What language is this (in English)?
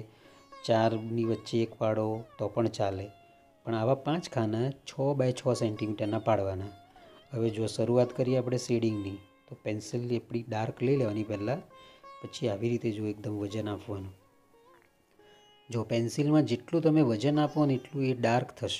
Gujarati